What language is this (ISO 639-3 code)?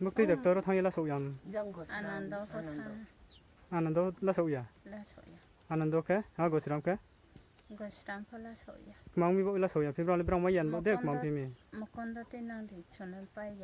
ria